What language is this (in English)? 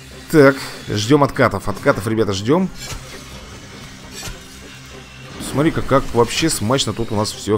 Russian